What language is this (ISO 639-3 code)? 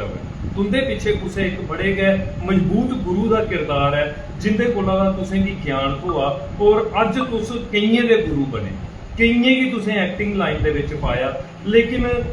doi